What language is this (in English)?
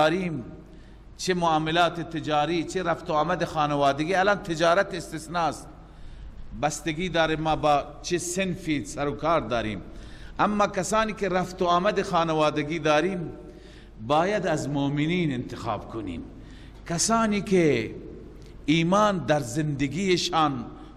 Persian